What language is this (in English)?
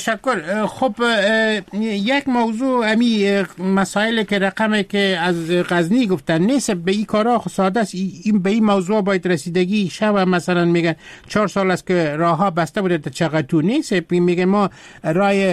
Persian